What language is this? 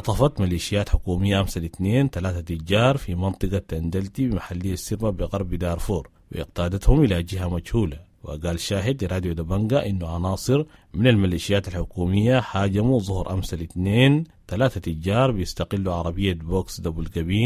Sudanese Arabic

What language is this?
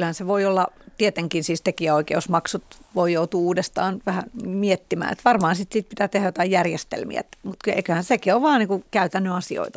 Finnish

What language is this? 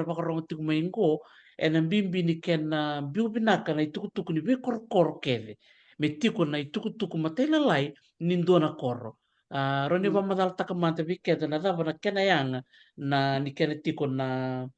Fijian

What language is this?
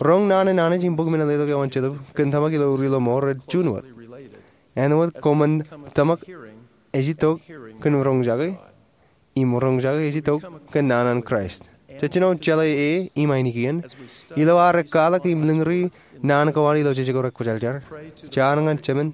Marshallese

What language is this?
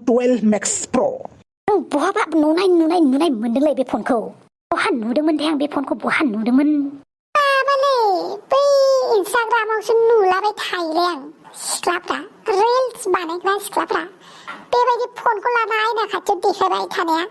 Bodo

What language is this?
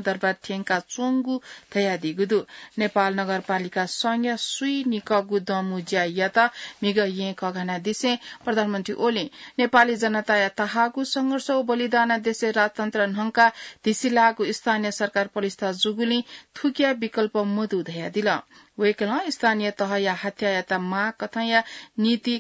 Newari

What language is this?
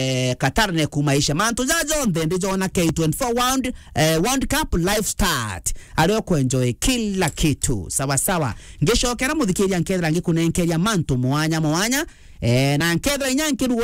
Meru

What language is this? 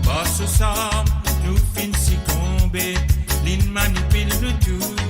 Morisyen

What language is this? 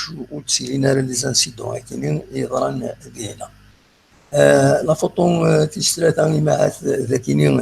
Kabyle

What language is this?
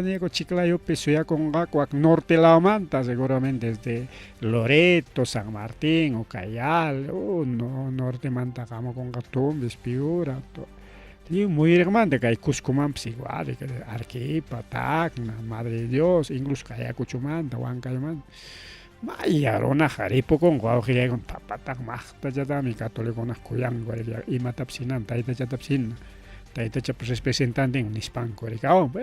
Ayacucho Quechua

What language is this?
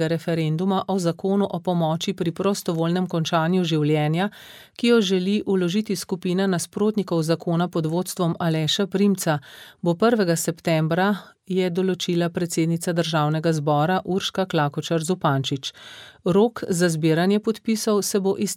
Slovenian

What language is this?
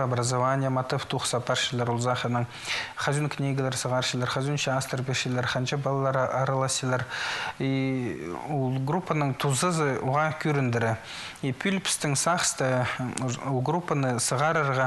Khakas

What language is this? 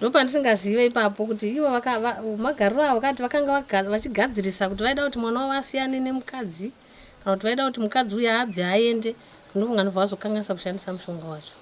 Shona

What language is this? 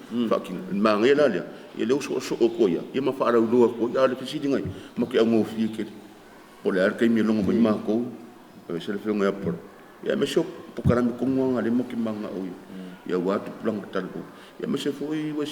Samoan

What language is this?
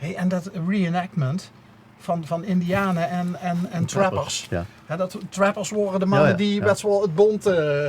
Limburgish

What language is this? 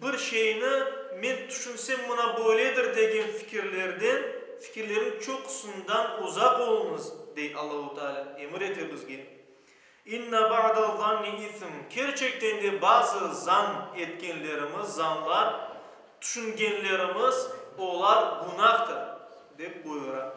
Crimean Tatar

